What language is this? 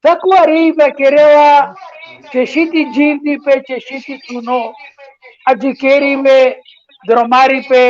Balkan Romani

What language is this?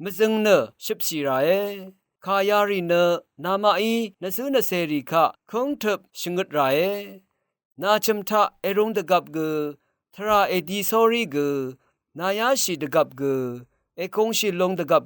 Rawang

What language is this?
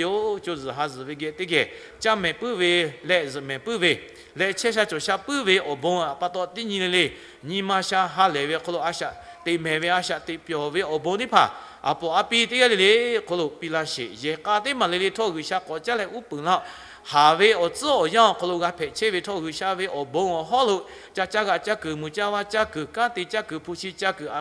Lahu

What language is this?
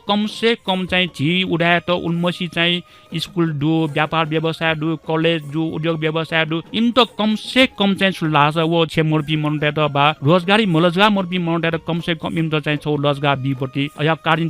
Newari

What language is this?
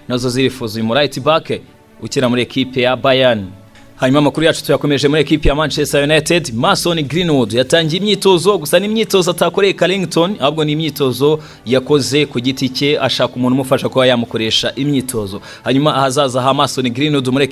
Kinyarwanda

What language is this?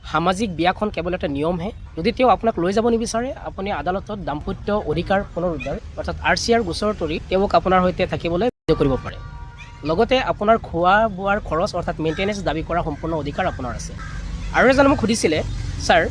Assamese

